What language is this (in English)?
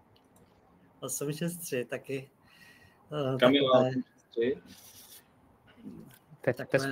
Czech